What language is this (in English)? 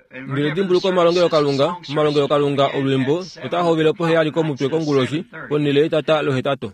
Kuanyama